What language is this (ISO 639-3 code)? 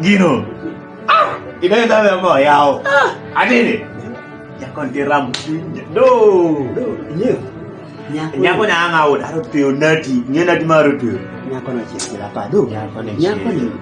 kdi